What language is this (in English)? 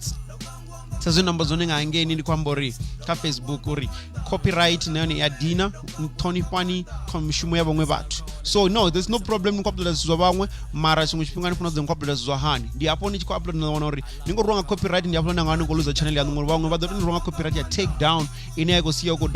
Venda